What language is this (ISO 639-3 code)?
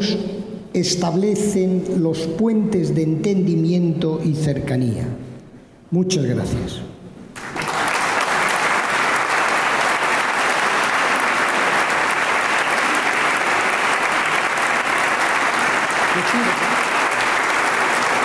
spa